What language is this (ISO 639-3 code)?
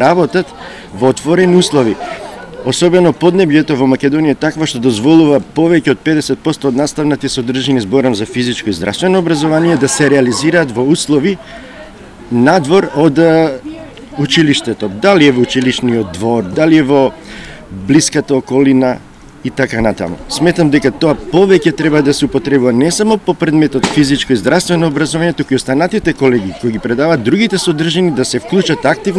mkd